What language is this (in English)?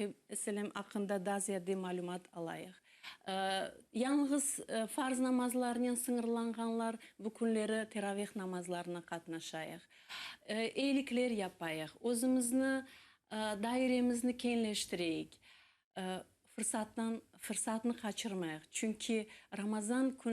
Crimean Tatar